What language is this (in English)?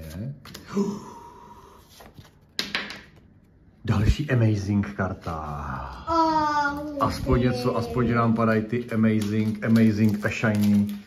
Czech